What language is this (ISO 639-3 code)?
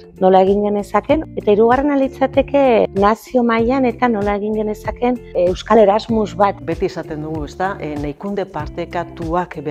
eus